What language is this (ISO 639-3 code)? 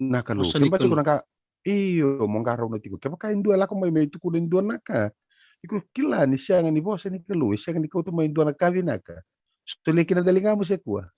fij